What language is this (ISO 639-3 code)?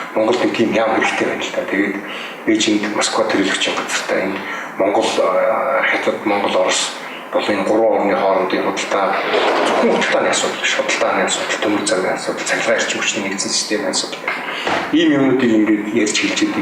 mon